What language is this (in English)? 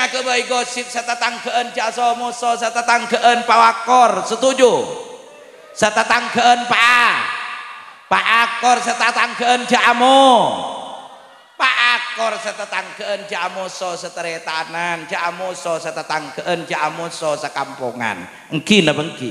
Madurese